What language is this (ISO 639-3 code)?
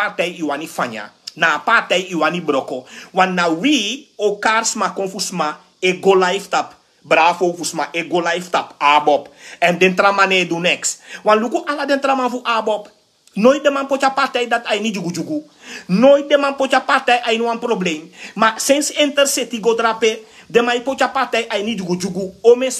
srn